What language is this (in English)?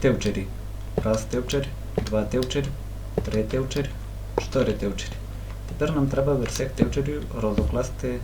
Rusyn